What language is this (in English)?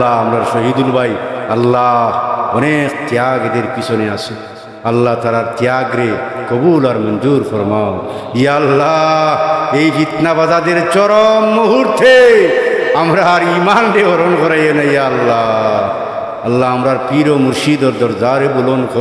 Sylheti